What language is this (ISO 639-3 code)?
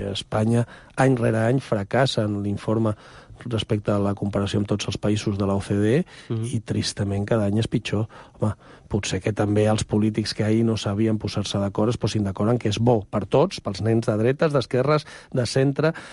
cat